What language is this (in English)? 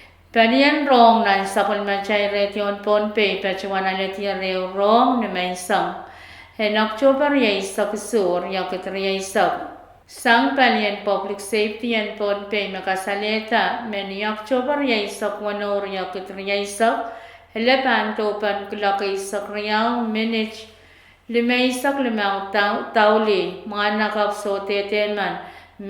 Pohnpeian